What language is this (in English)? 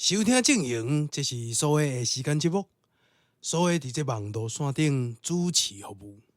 Min Nan Chinese